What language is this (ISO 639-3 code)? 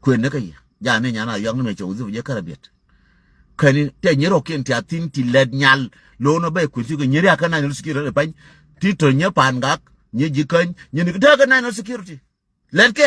nus